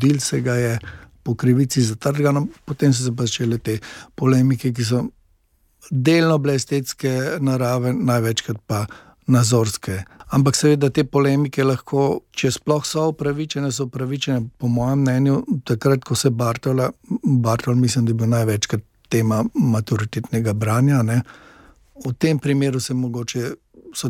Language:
Slovenian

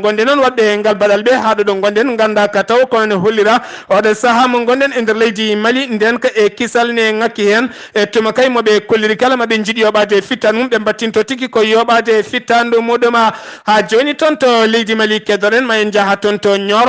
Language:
Fula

